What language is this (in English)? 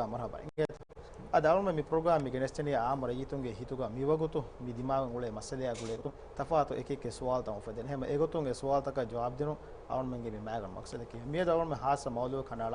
Divehi